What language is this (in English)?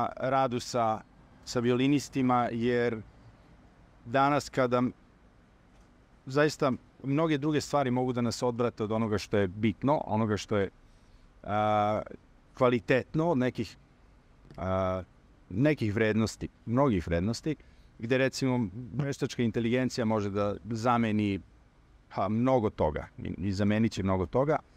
Serbian